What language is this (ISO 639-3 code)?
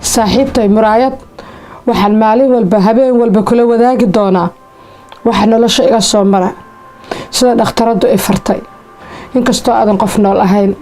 som